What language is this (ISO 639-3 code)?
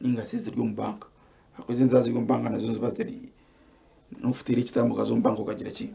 nyn